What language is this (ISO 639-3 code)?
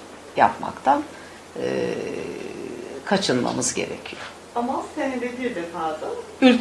tur